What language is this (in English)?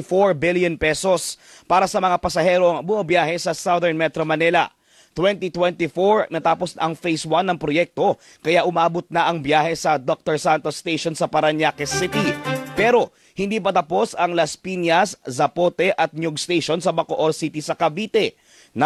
Filipino